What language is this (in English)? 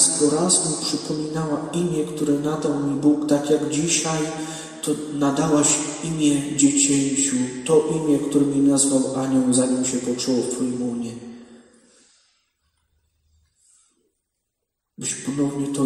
Polish